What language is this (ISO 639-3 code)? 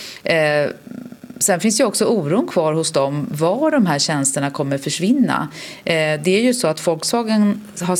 swe